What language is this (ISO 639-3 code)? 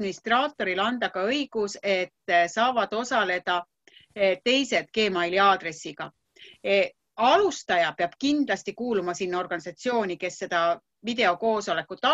est